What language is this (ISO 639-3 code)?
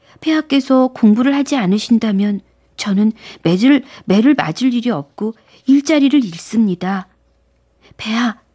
kor